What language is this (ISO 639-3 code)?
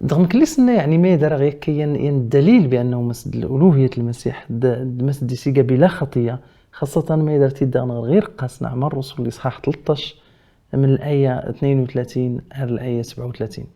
kab